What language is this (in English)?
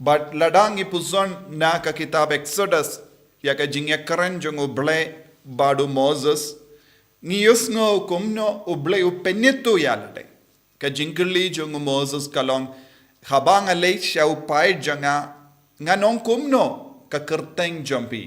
Khasi